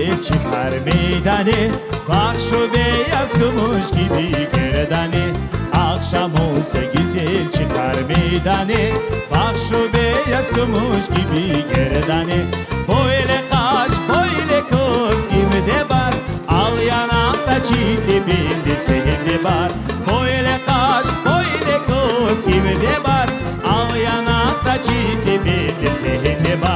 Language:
Crimean Tatar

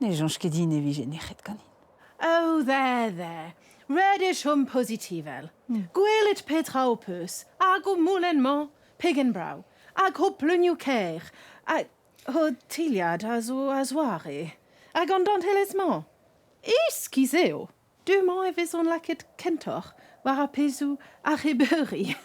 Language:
Breton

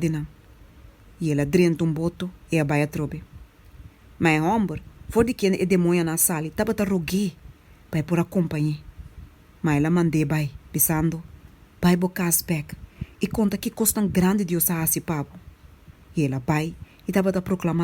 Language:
Papiamento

